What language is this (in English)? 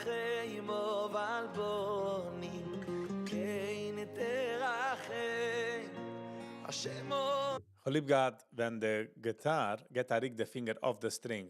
Yiddish